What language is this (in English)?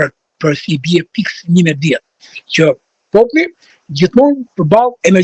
Albanian